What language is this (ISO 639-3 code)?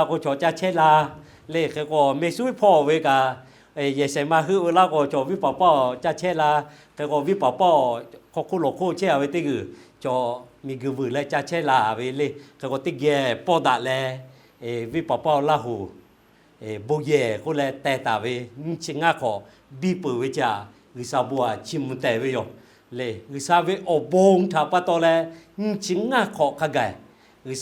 lhu